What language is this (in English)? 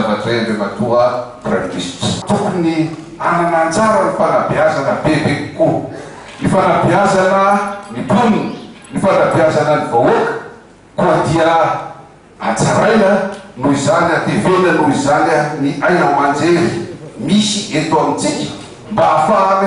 Malagasy